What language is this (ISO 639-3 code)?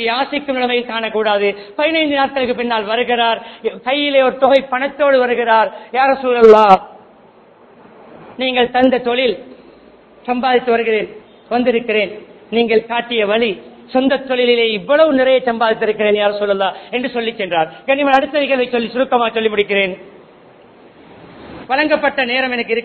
tam